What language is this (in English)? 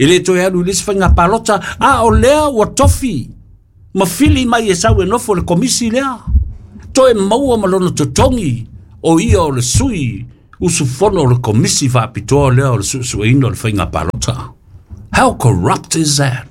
Samoan